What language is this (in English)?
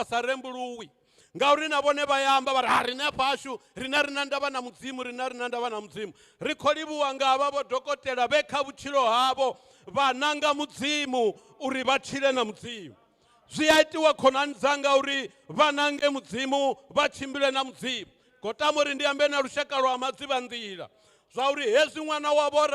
Venda